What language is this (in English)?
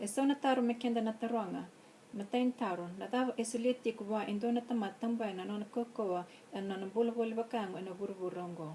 Fijian